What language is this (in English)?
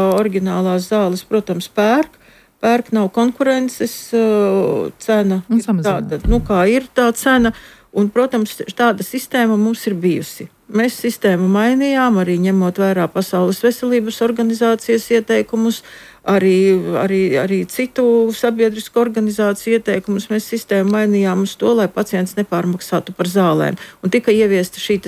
Latvian